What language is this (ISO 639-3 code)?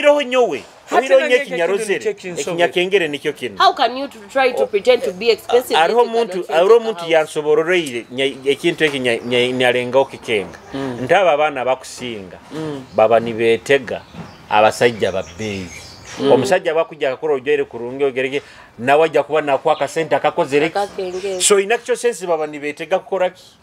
nyo